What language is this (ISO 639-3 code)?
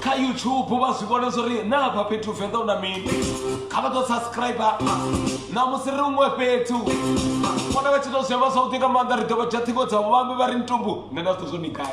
ven